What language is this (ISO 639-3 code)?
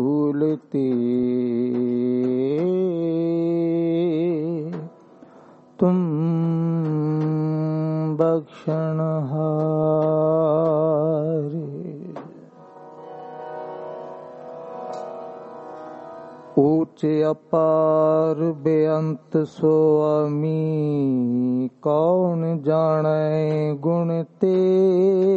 pan